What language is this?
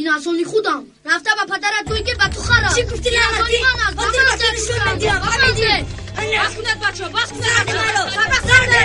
Tajik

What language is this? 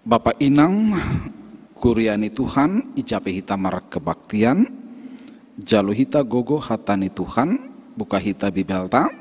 Batak Simalungun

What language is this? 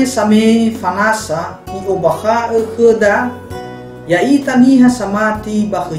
Nias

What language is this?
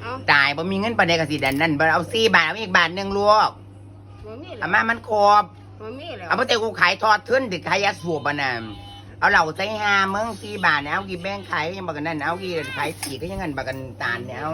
Northeastern Thai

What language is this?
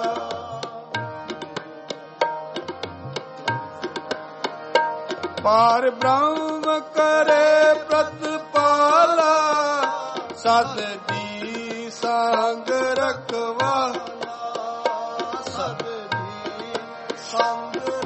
Punjabi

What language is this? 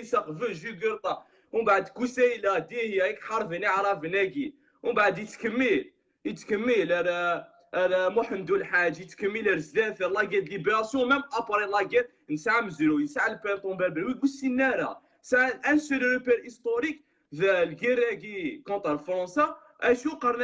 Kabyle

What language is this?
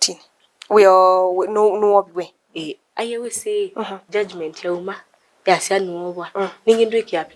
Kamba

